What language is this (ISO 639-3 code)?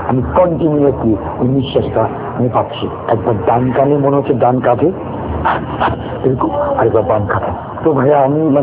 ben